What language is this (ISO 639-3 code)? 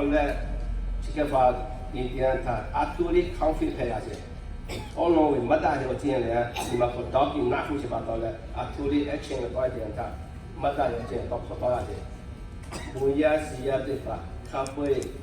lhu